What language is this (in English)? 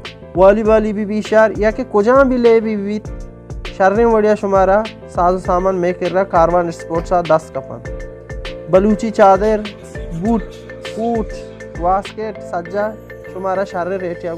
Baluchi